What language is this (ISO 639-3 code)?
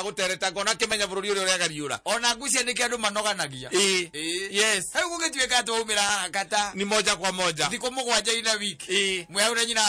kik